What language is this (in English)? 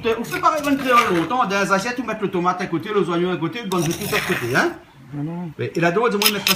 Réunion Creole French